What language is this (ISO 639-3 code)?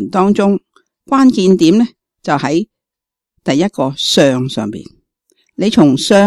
yue